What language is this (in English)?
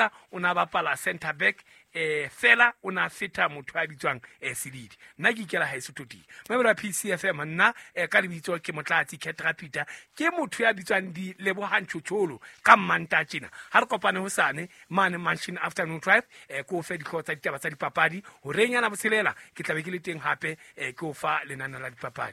Southern Sotho